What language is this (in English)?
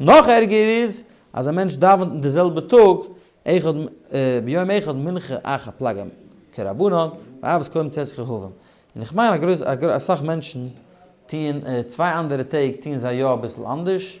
Yiddish